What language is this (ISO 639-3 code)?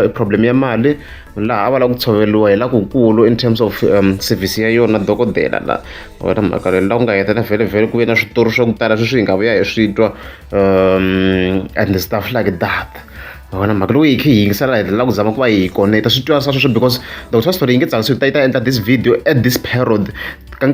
tso